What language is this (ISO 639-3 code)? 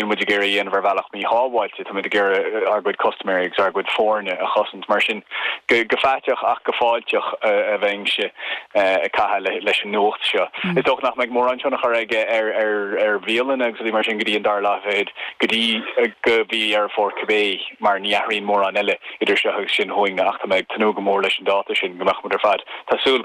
gle